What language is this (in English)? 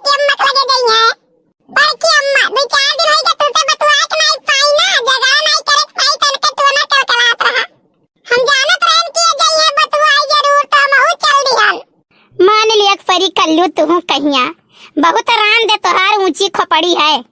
Awadhi